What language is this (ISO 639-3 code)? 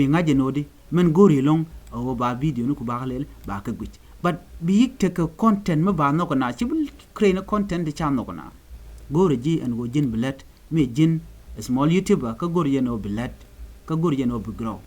nus